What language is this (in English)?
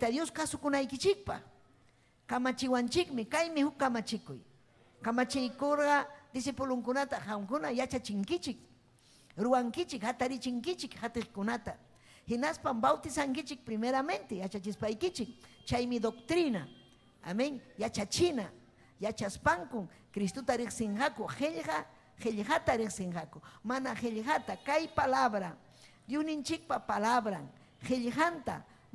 Ayacucho Quechua